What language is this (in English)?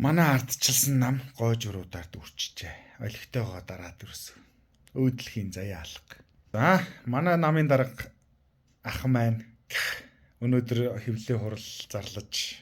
Mongolian